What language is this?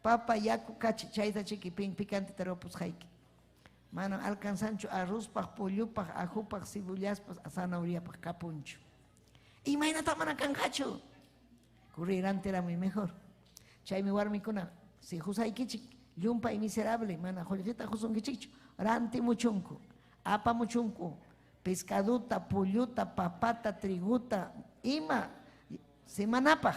Ayacucho Quechua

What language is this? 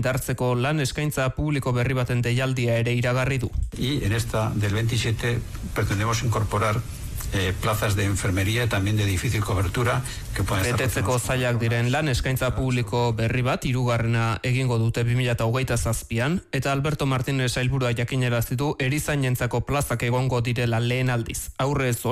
Basque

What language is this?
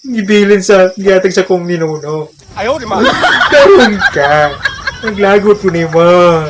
Cebuano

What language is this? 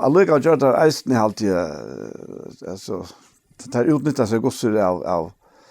Faroese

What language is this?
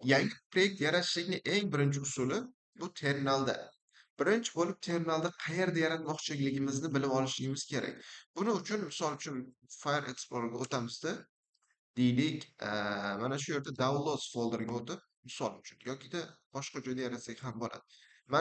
Uzbek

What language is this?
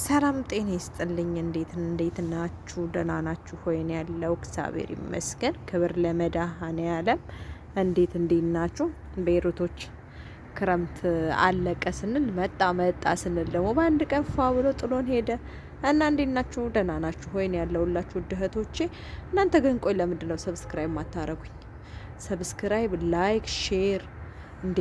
Amharic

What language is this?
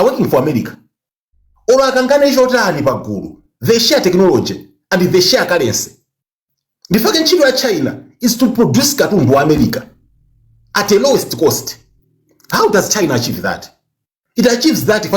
Nyanja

